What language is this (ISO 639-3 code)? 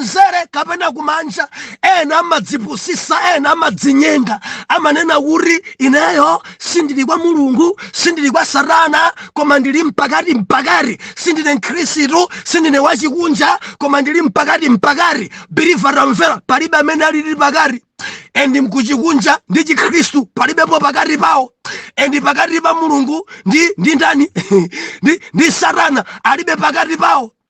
nya